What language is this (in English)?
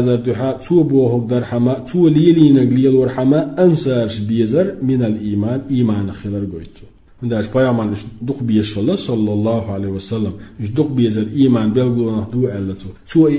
Chechen